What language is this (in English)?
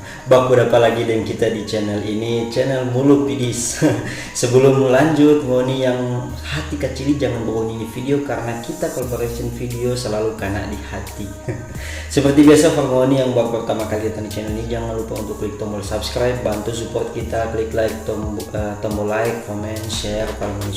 Manado Malay